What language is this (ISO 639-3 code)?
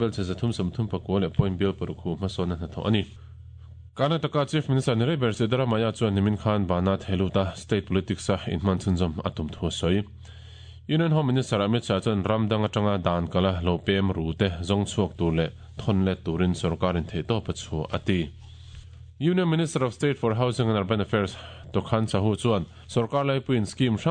lus